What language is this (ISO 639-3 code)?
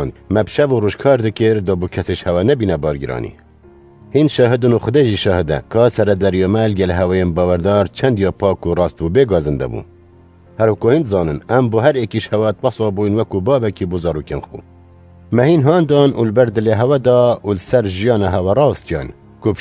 kur